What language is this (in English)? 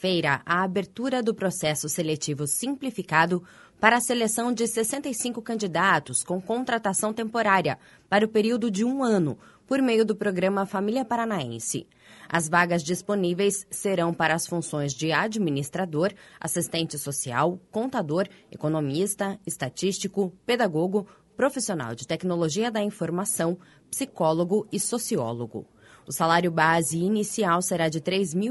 Portuguese